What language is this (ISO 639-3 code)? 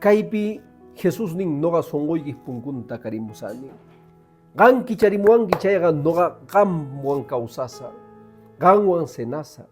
que